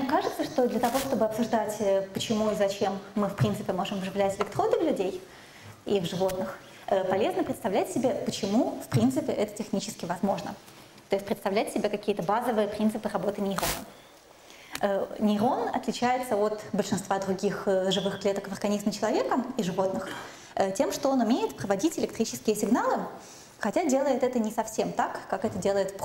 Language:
Russian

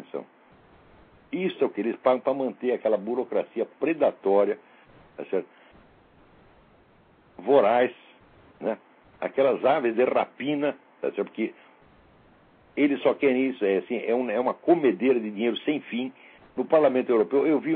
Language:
Portuguese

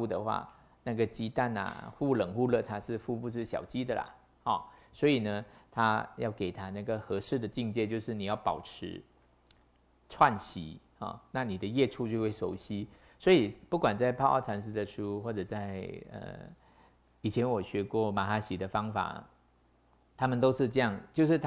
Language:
Chinese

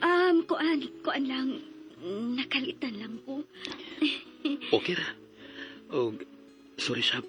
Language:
Cebuano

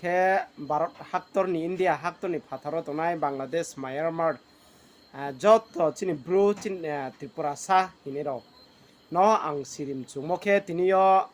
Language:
Riang (India)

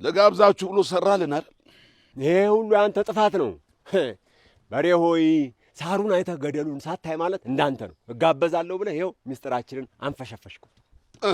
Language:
Amharic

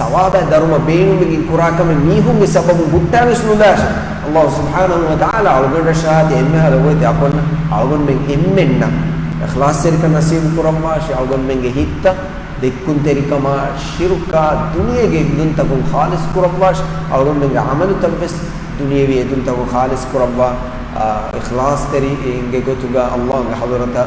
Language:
Divehi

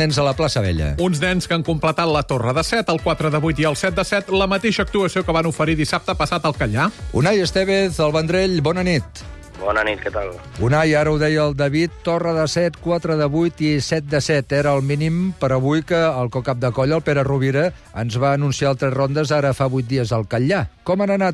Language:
Catalan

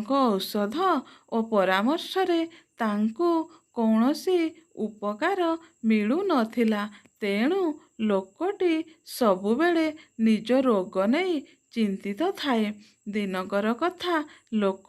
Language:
Odia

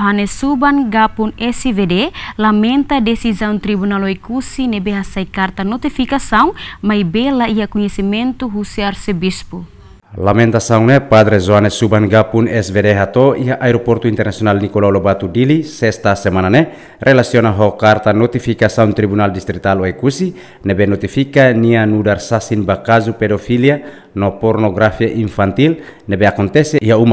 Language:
Tetum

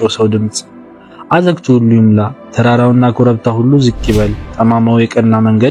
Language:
Amharic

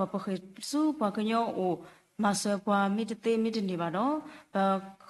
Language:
S'gaw Karen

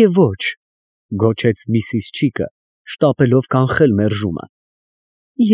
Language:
Armenian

